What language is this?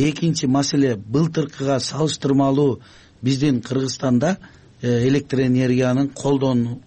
Kyrgyz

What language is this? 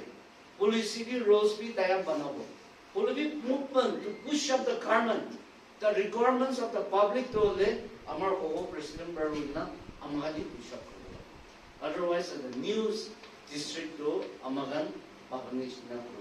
Naga Pidgin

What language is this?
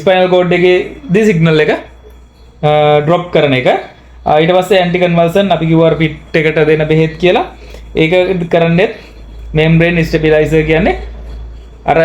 Sinhala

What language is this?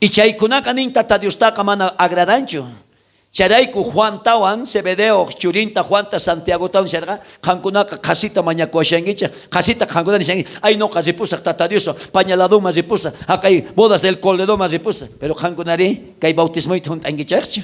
South Bolivian Quechua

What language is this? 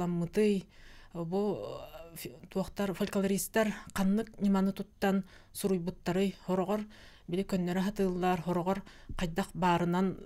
Yakut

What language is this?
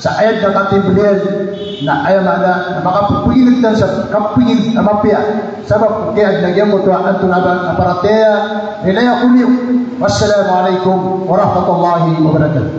Maranao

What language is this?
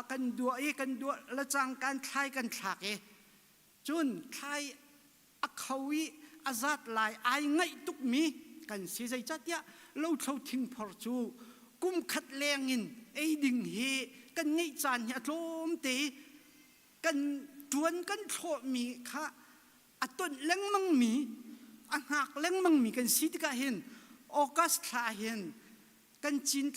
Hakha Chin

